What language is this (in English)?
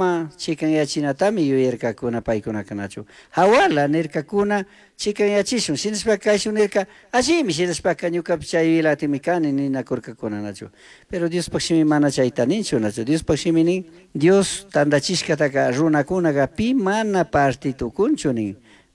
Chimborazo Highland Quichua